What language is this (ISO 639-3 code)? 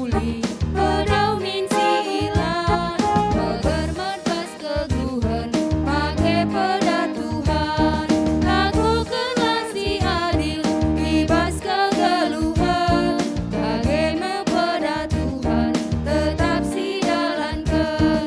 btx